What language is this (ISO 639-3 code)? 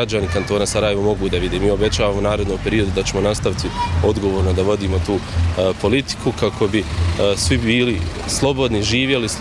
bos